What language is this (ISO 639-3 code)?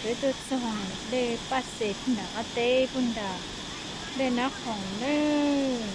hmn